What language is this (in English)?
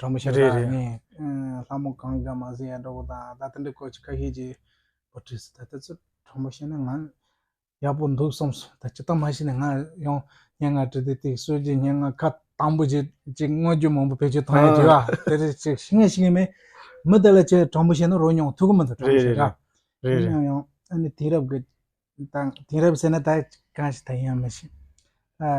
Tibetan